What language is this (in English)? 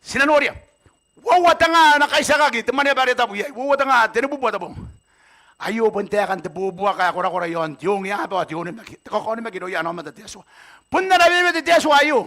Gilbertese